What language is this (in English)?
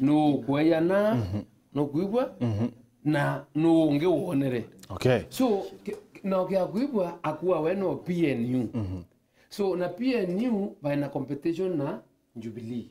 Meru